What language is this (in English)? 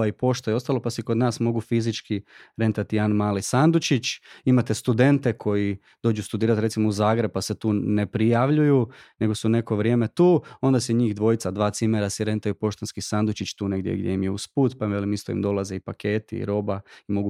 Croatian